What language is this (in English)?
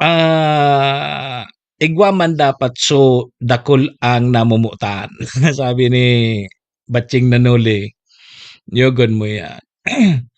Bikol